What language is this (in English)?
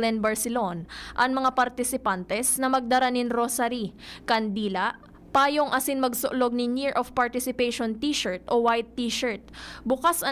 Bikol